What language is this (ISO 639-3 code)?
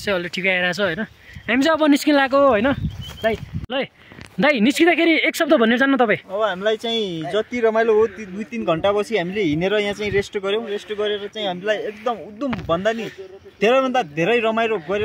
nep